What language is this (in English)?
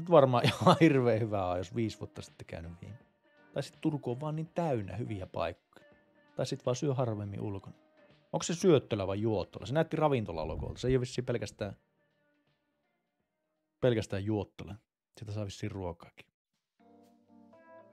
Finnish